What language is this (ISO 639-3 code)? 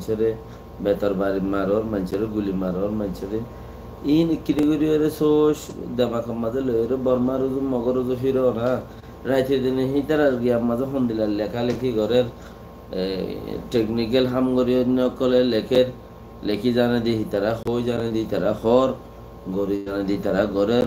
rhg